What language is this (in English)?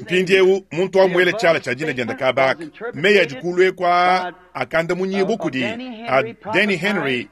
Luba-Lulua